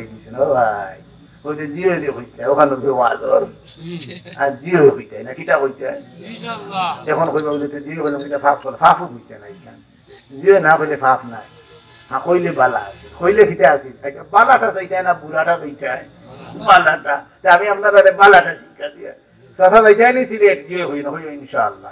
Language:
Sylheti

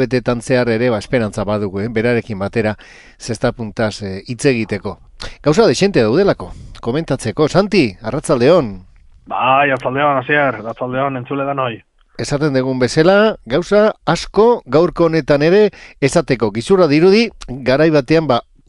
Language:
Basque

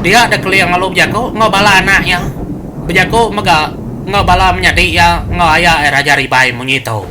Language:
Iban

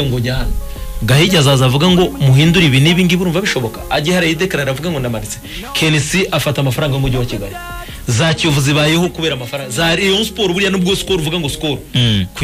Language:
Kinyarwanda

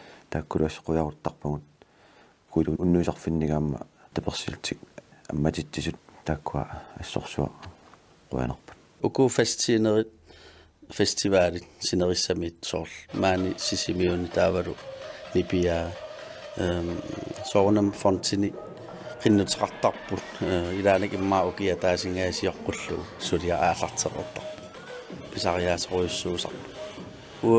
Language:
Kalaallisut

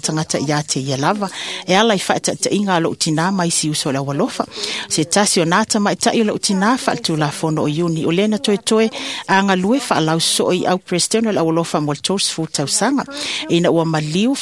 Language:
Samoan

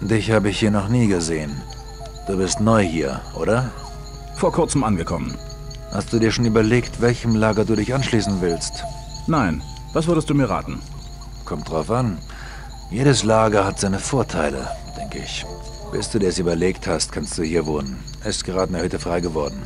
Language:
Bavarian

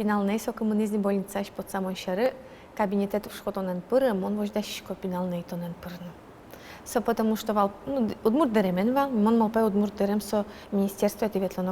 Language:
Udmurt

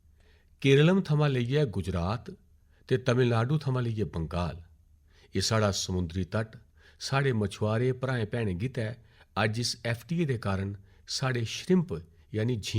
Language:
Dogri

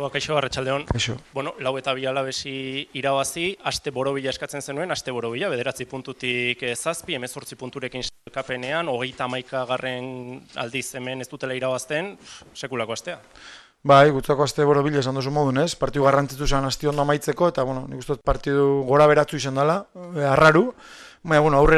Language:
Basque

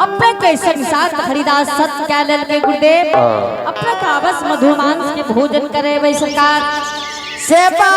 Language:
Angika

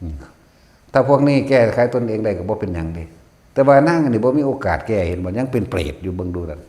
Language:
Northeastern Thai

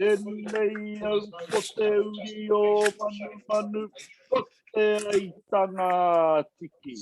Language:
Māori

